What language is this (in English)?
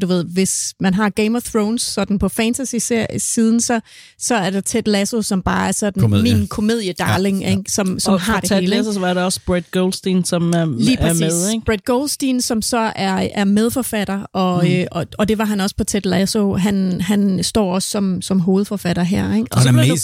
Danish